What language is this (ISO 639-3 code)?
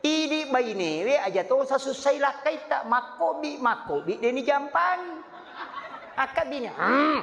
bug